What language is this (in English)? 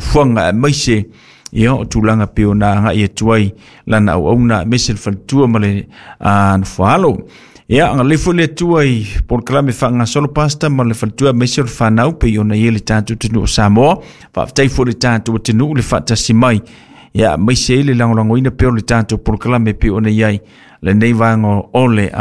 Samoan